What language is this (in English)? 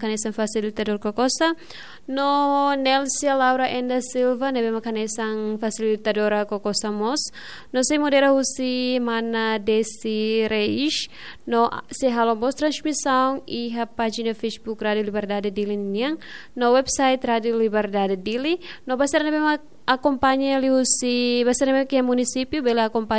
Tetum